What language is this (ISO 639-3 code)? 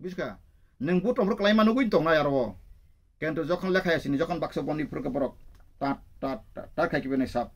trp